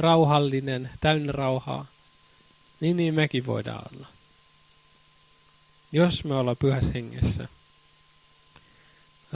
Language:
Finnish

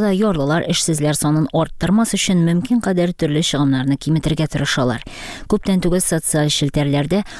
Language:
Tatar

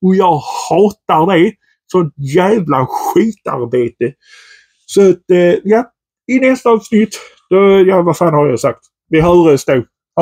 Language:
Swedish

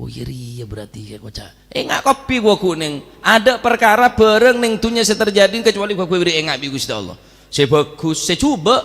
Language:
Madurese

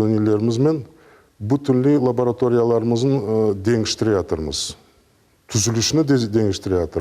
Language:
Crimean Tatar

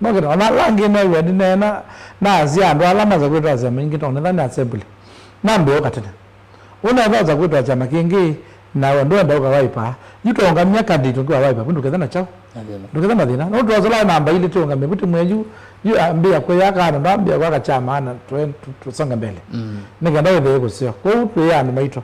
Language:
Kamba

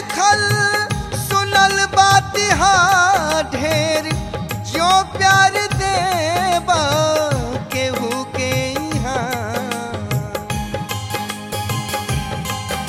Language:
Bhojpuri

